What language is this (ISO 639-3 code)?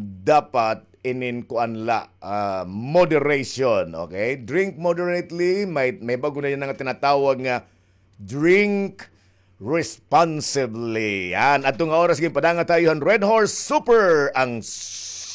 war